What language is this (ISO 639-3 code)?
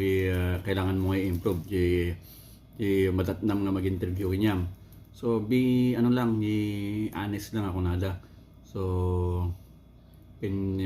ilo